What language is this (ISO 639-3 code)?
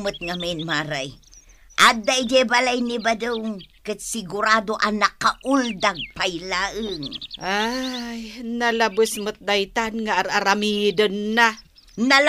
ilo